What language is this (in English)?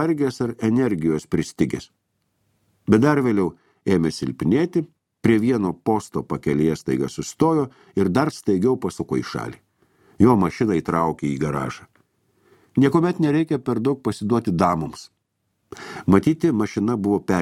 Lithuanian